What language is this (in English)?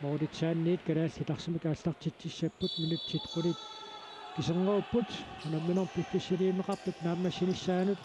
Kalaallisut